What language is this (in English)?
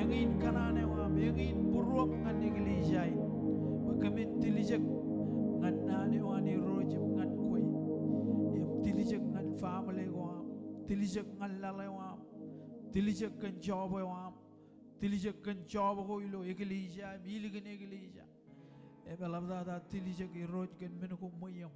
Marshallese